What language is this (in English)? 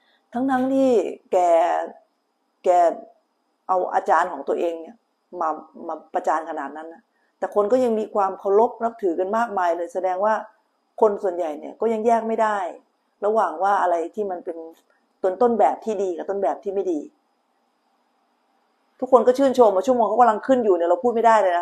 Thai